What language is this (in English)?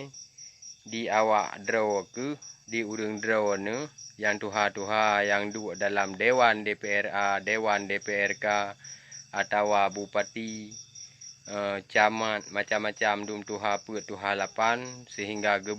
Achinese